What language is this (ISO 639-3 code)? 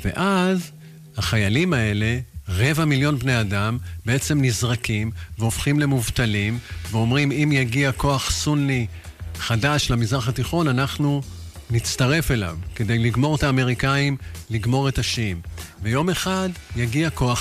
heb